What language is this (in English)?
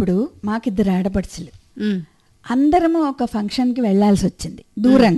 Telugu